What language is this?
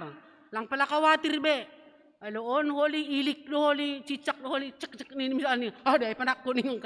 Batak Simalungun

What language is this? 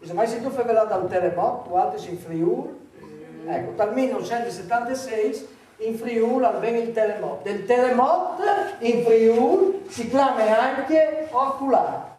Friulian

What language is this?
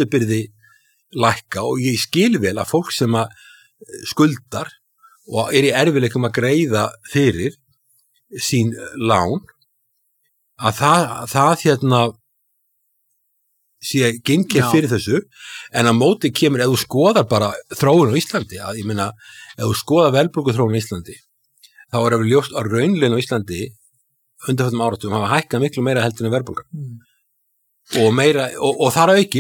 Icelandic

